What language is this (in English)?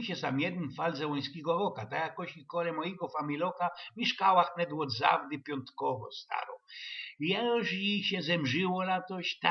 Silesian